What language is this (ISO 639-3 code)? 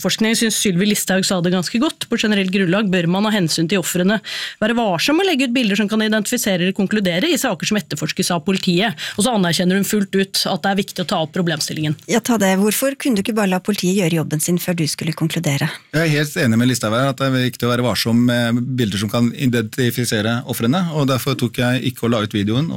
nor